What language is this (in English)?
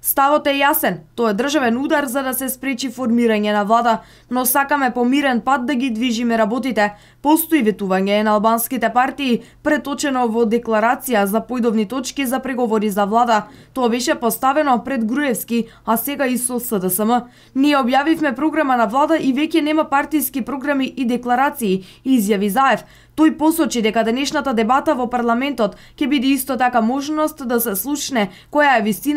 Macedonian